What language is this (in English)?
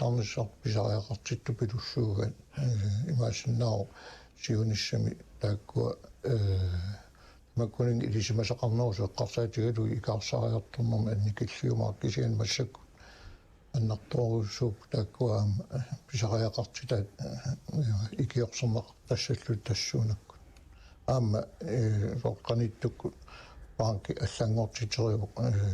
Kalaallisut